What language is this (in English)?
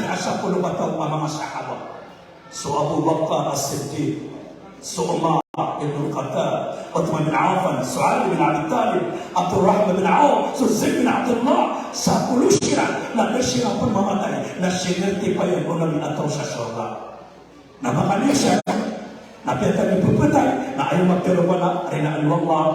Maranao